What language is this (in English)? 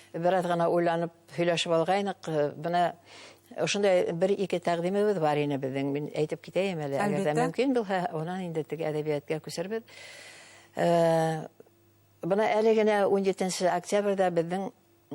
Bashkir